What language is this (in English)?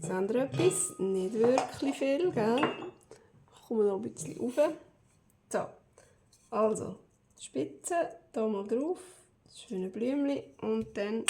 Swiss German